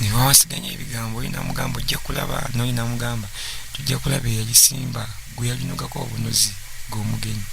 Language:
Ganda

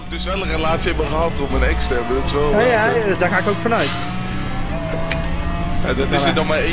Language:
Dutch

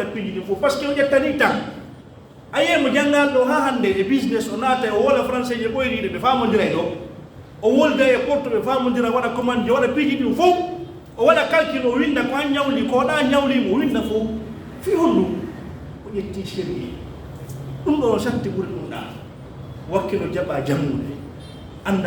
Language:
Pular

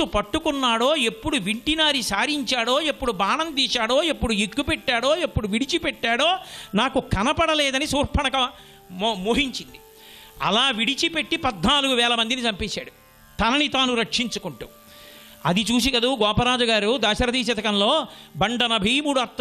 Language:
Telugu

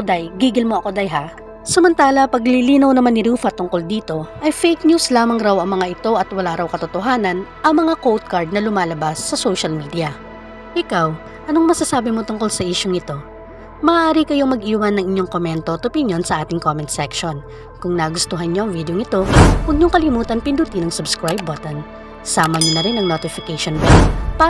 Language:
Filipino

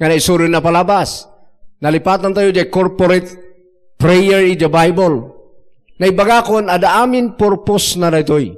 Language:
Iloko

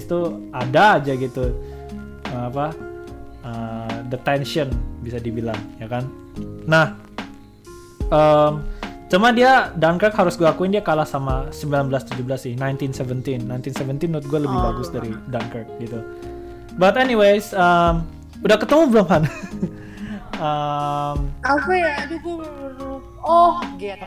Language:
Indonesian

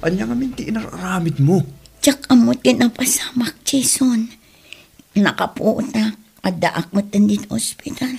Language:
Iloko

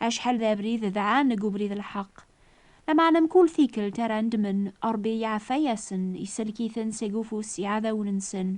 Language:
Kabyle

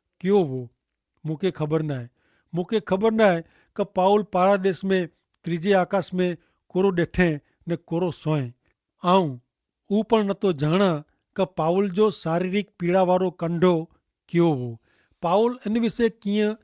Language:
Kachhi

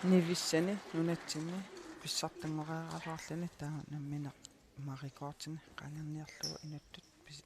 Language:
Kalaallisut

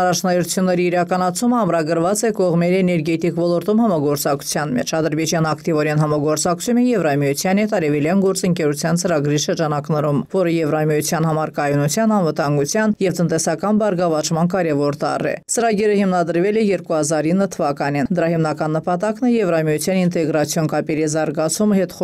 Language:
Armenian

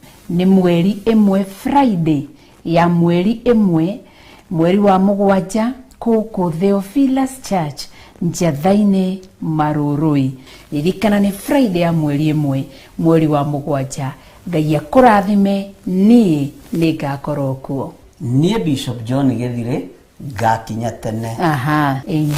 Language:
Kikuyu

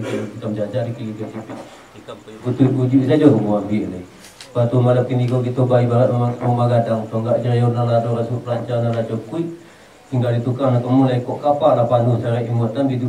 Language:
Minangkabau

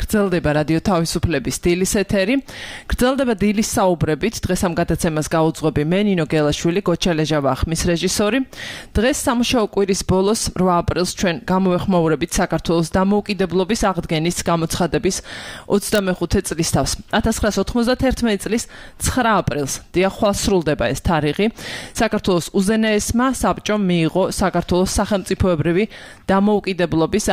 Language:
Georgian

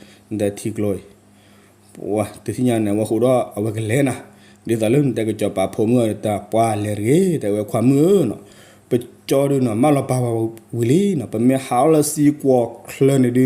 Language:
S'gaw Karen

